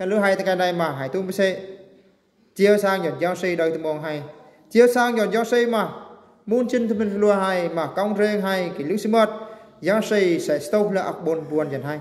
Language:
Eastern Bru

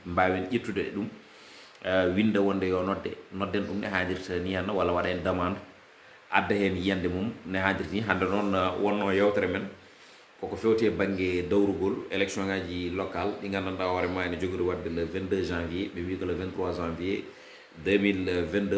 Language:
Fula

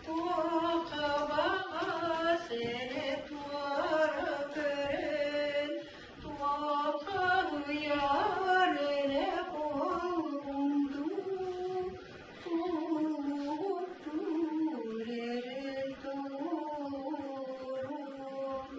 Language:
Yakut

